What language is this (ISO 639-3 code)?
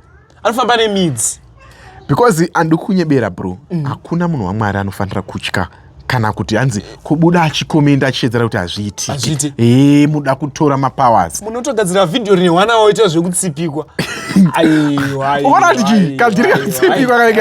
sna